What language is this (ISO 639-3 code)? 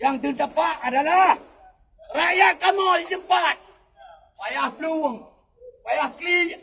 ace